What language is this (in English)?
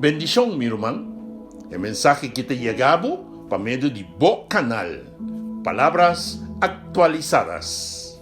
Papiamento